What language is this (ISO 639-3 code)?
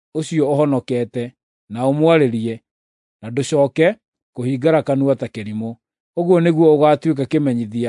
kik